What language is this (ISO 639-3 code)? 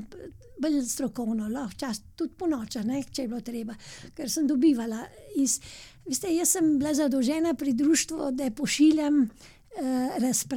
slv